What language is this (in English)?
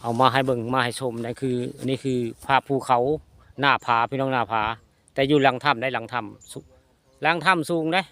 Northeastern Thai